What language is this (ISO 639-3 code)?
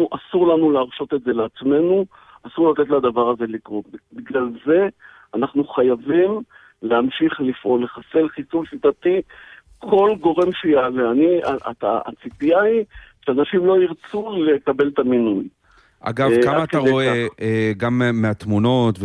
heb